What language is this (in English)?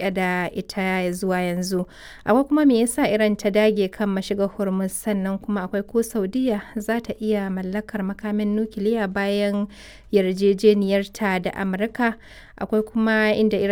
Hausa